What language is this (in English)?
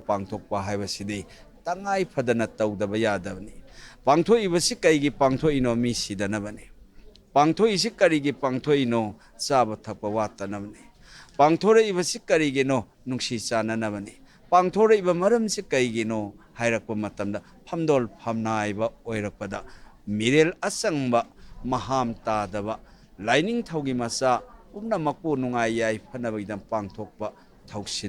Manipuri